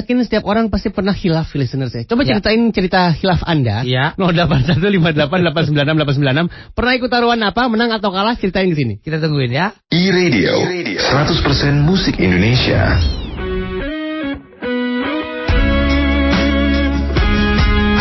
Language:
Indonesian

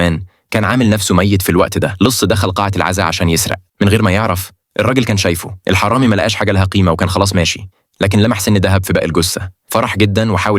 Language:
Egyptian Arabic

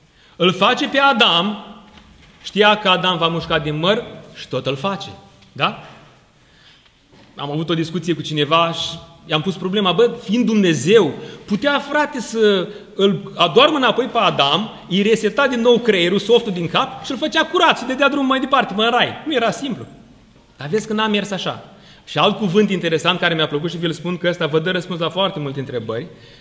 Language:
Romanian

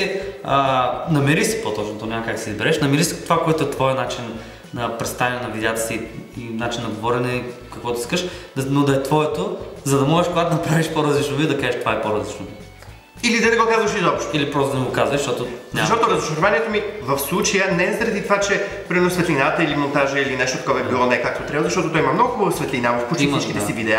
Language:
Bulgarian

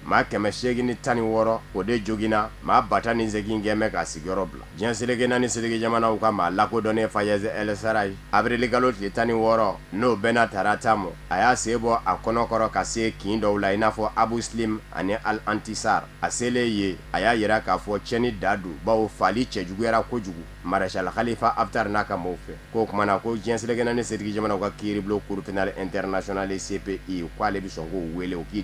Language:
Bambara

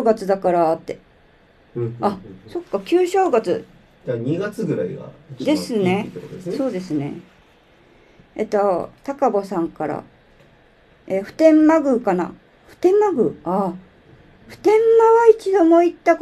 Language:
Japanese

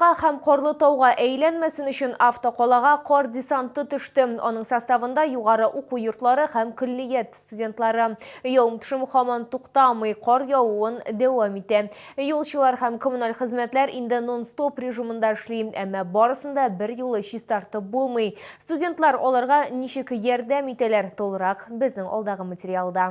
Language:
Tatar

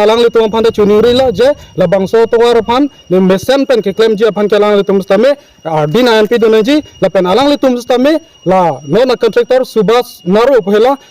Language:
Karbi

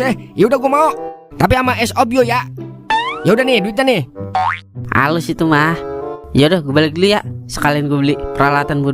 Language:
Betawi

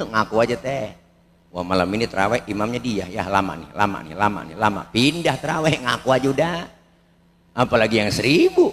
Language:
Betawi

